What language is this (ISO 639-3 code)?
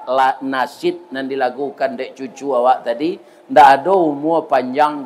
min